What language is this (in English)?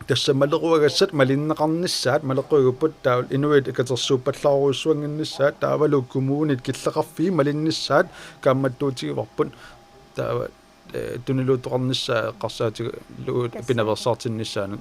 Kalaallisut